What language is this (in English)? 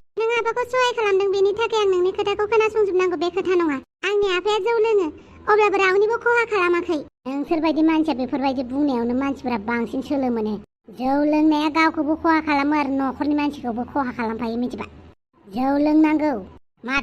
Bodo